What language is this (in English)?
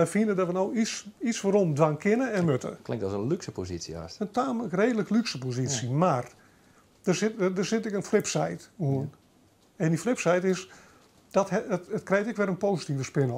Western Frisian